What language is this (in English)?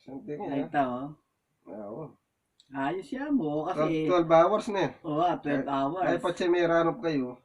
Pampanga